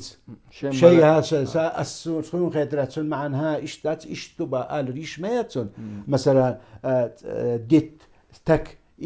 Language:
Chechen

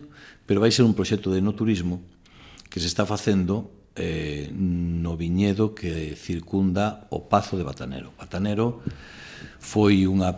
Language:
Galician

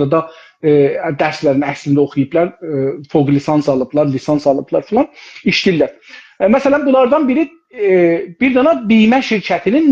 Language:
South Azerbaijani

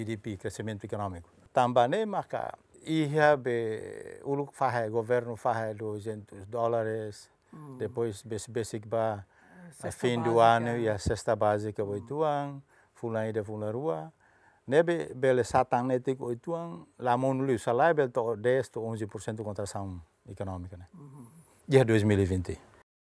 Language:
Tetum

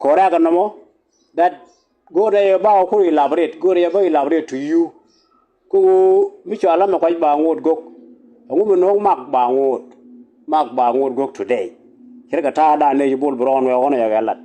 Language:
Nuer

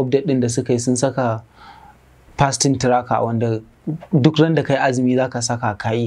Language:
Hausa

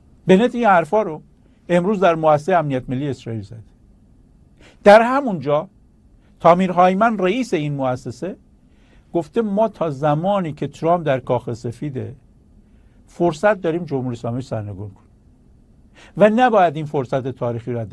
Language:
Persian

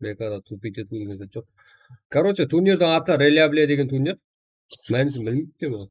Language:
Kara-Kalpak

